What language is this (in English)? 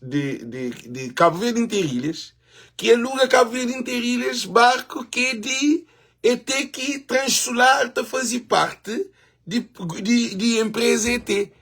Kabuverdianu